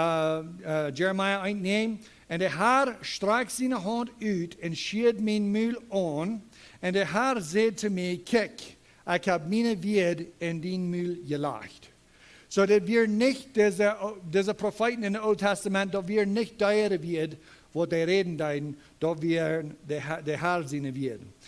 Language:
Plautdietsch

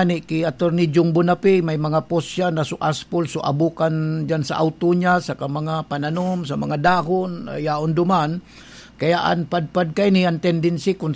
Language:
Bikol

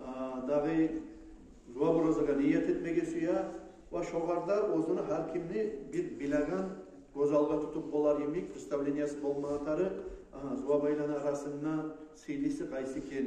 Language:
Kumyk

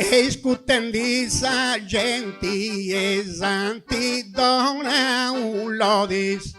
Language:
Sardinian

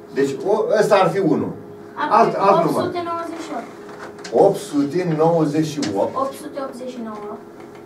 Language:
Romanian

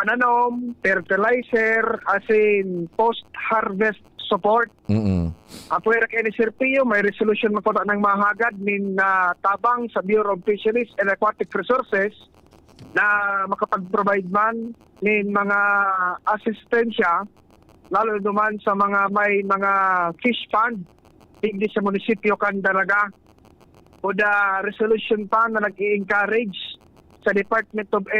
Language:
Bikol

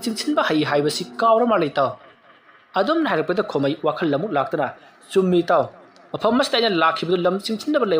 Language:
Manipuri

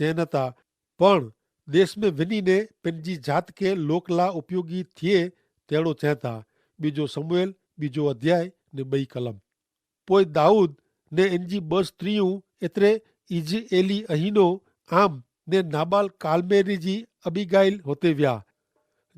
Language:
Kachhi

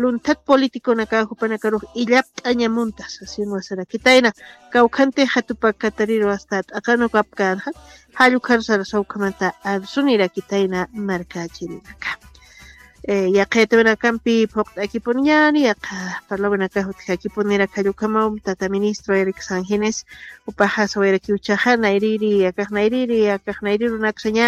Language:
Aymara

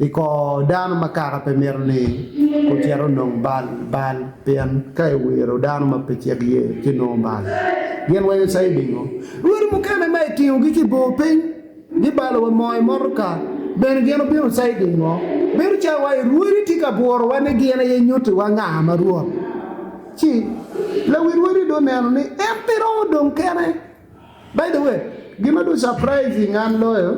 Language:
Acoli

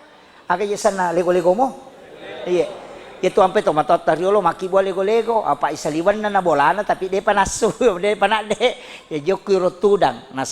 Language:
Buginese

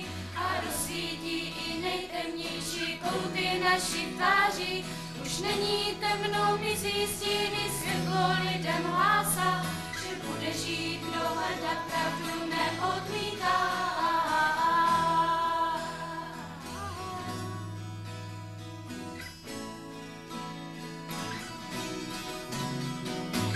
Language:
Czech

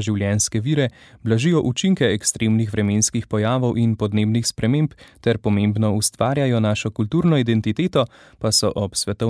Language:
Slovenian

